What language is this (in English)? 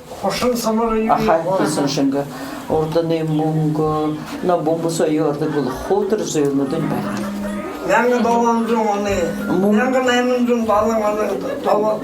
Buriat